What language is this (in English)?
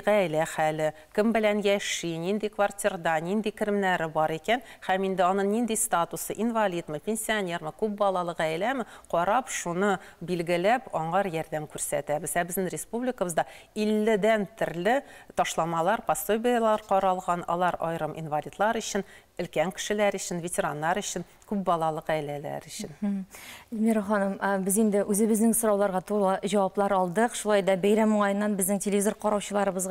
Tatar